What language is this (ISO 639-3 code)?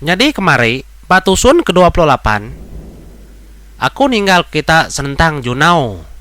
iba